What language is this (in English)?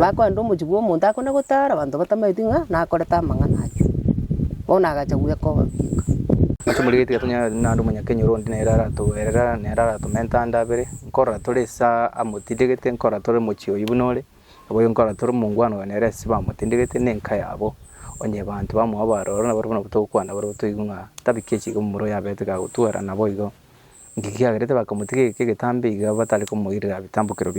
Gusii